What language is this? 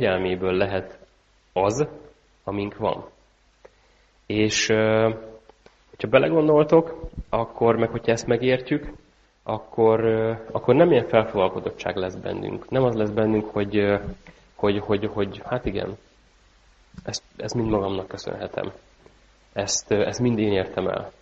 Hungarian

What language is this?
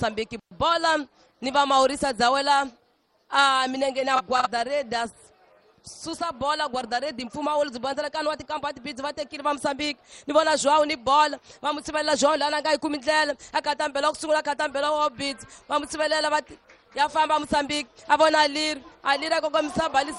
Tsonga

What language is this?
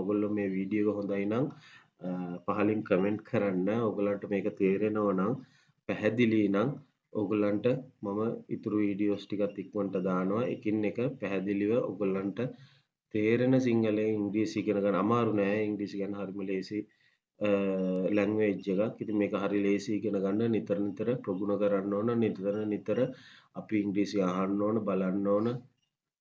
Sinhala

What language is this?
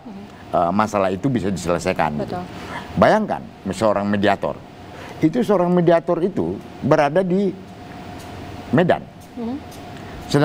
Indonesian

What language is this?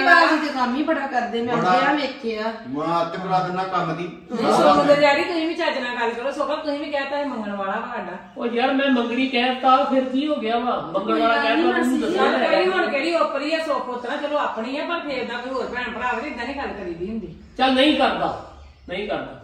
Punjabi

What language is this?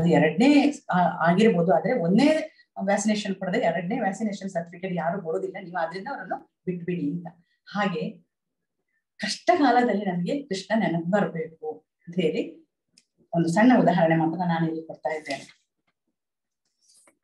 Kannada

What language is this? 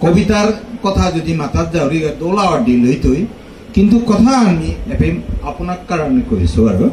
Bishnupriya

